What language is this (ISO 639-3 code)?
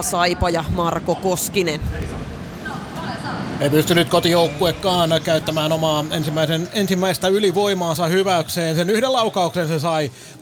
fin